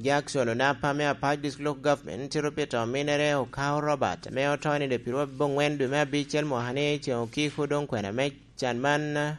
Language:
Lango (Uganda)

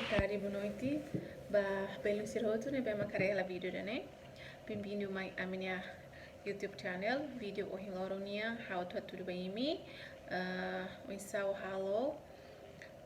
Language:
Tetum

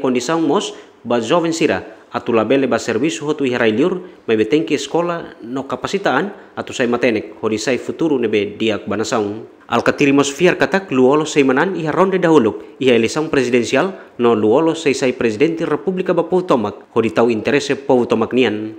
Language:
Tetum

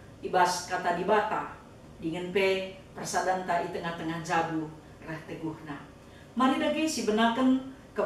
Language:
Batak Karo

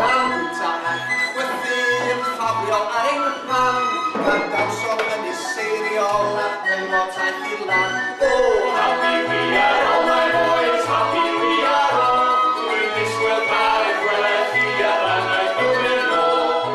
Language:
Welsh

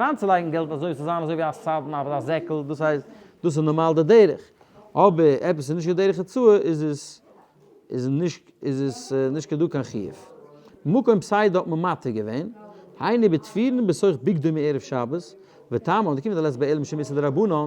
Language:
Yiddish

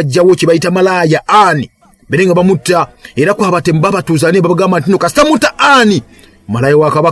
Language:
Ganda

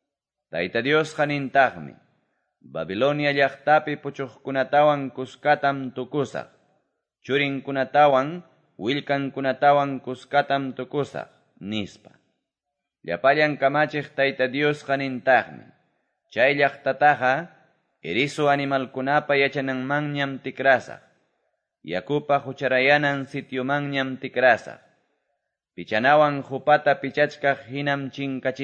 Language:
Quechua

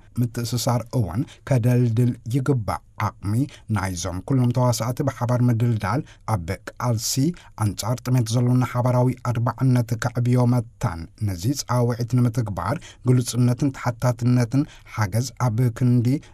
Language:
Tigrinya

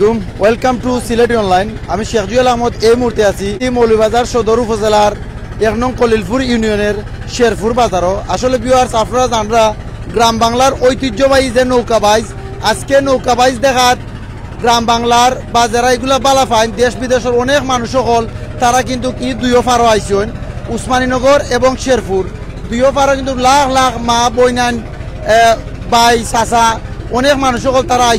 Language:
Sylheti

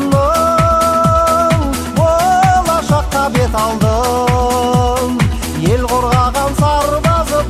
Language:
Kazakh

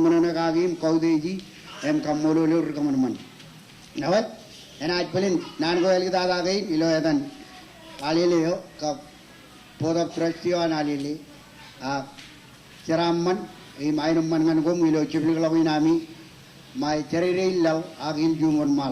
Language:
Marshallese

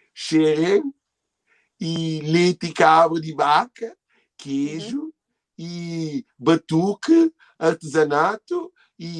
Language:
Kabuverdianu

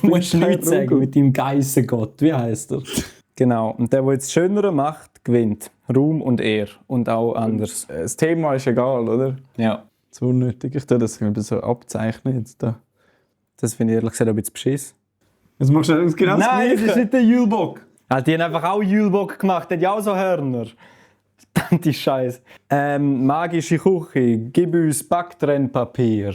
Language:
Swiss German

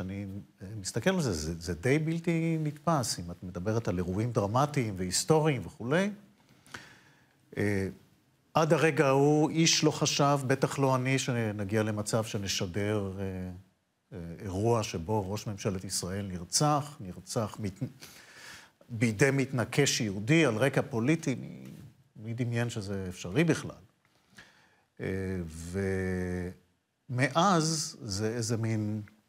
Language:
Hebrew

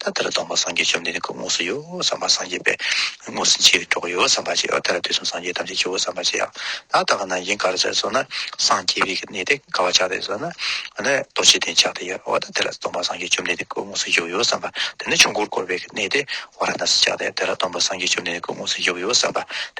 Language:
Tibetan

